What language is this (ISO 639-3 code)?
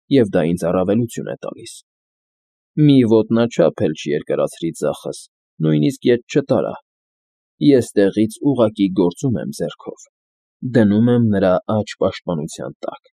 hye